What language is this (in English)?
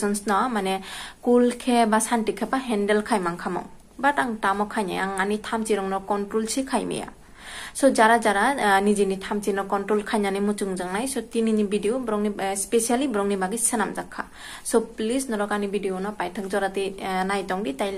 Kok Borok